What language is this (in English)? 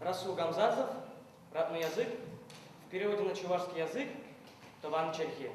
Chuvash